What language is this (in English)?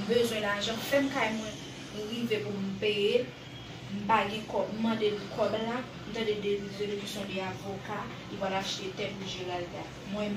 Haitian Creole